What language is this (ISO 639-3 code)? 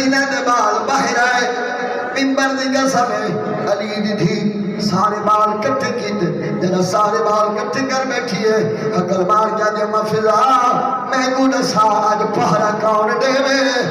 skr